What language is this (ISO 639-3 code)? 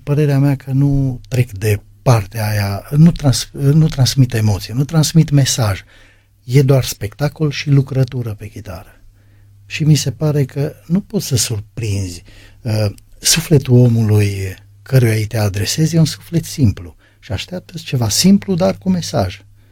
ron